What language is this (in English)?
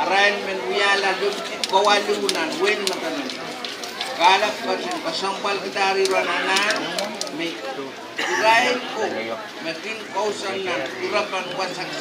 Pohnpeian